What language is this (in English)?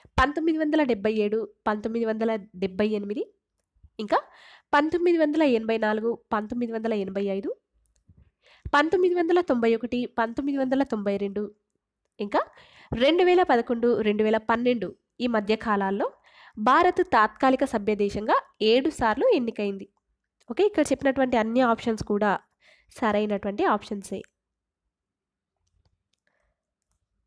Telugu